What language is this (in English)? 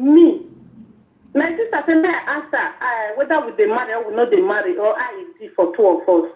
Nigerian Pidgin